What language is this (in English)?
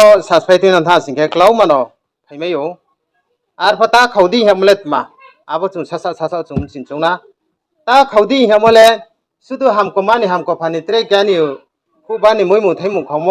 Riang (India)